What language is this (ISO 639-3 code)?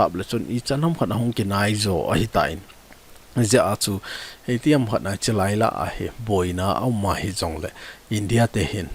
tcz